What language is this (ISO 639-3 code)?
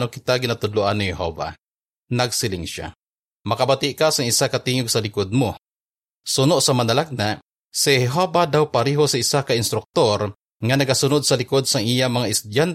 hil